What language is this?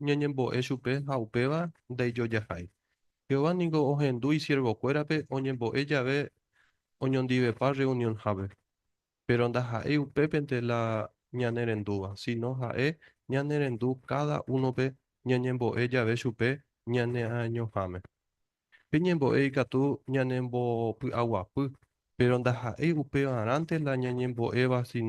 Guarani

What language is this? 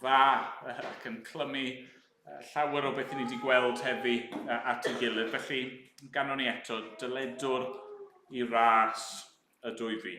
Welsh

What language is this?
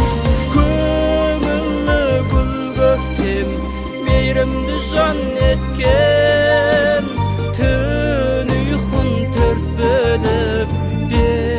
Kazakh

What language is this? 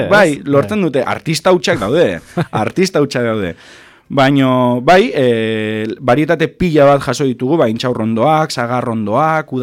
Basque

